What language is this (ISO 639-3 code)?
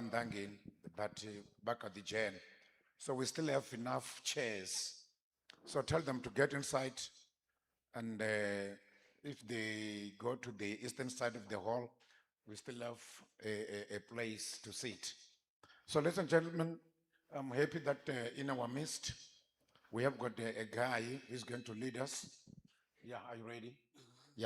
ven